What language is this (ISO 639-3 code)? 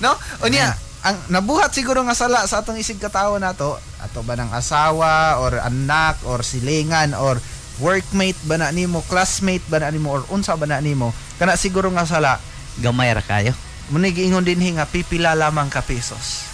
ceb